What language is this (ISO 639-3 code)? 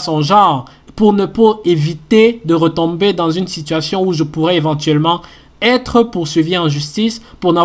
fra